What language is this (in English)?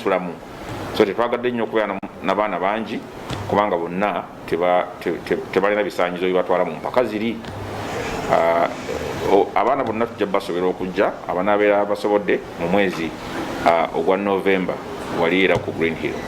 Ganda